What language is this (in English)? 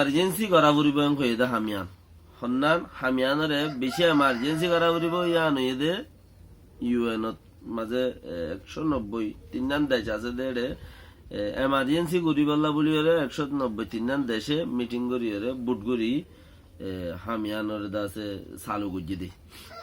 Rohingya